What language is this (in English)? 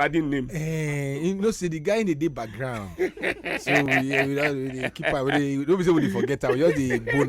Nigerian Pidgin